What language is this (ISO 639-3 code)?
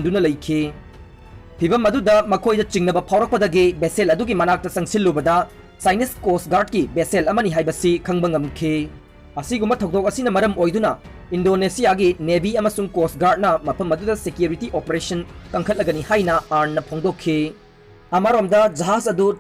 mni